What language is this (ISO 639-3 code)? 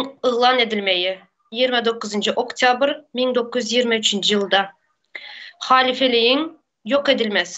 tuk